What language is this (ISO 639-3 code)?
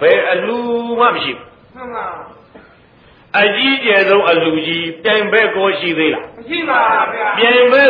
mya